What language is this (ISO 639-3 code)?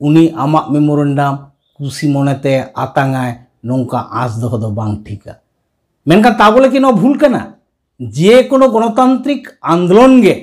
sat